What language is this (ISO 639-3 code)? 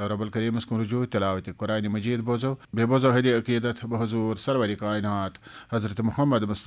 kas